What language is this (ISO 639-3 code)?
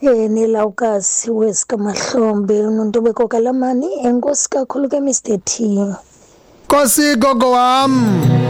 xho